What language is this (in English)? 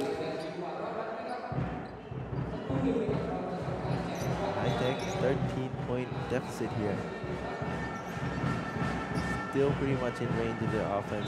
English